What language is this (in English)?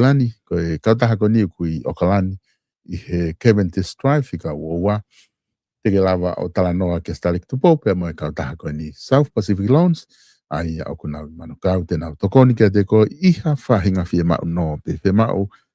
Tongan